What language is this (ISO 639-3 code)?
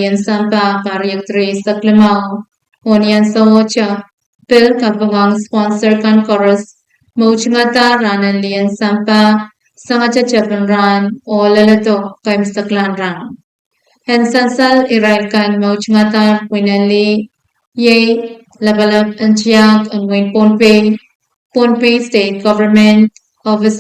pon